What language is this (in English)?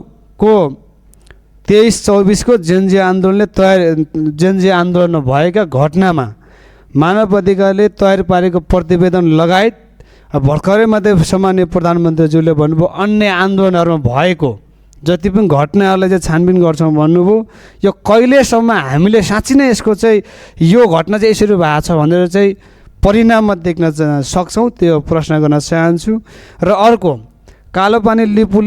Nepali